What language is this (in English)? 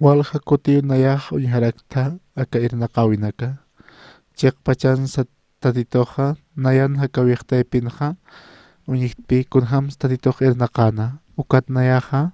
Aymara